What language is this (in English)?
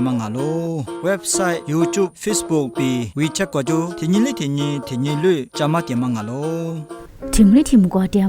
Lisu